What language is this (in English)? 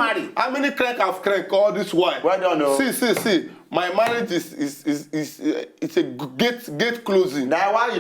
Nigerian Pidgin